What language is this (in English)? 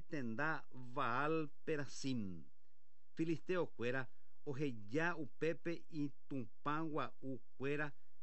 Guarani